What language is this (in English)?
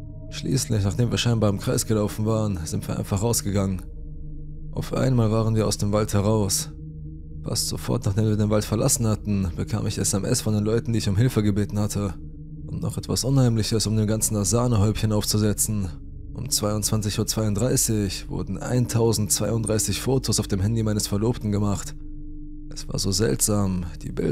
German